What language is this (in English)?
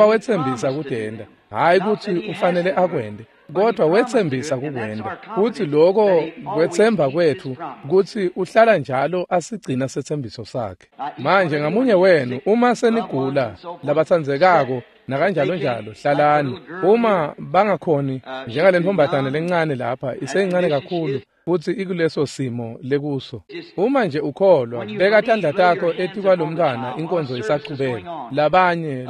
Swati